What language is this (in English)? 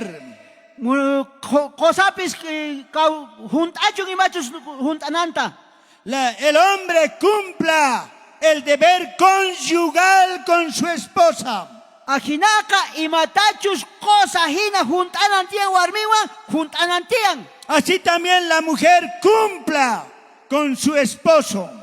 South Bolivian Quechua